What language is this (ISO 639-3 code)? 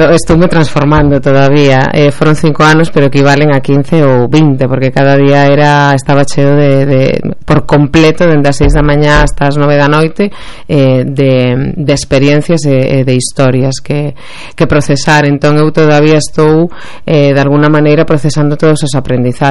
glg